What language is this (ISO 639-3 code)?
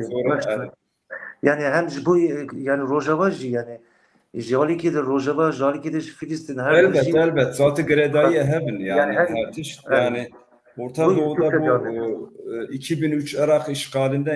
kur